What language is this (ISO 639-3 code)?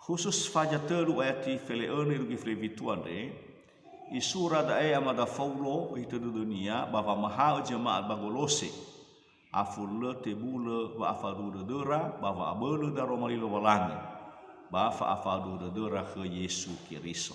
nia